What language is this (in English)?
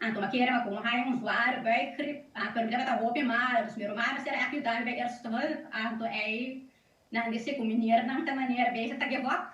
Papiamento